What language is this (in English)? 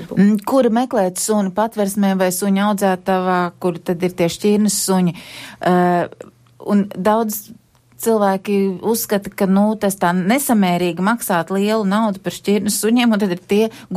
Latvian